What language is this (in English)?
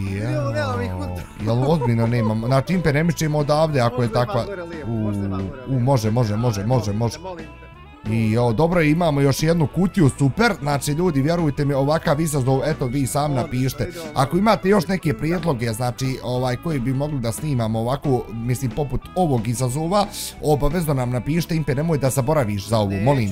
Bosnian